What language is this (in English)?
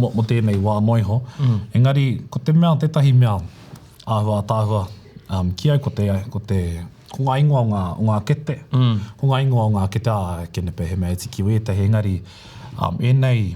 Māori